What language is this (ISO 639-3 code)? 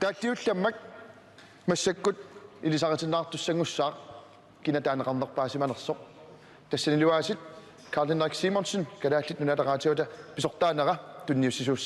kal